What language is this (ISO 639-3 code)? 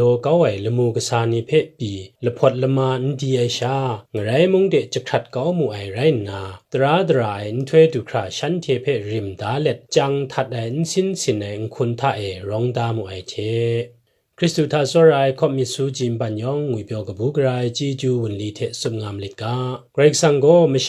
kac